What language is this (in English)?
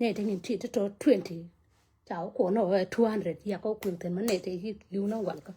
Nuer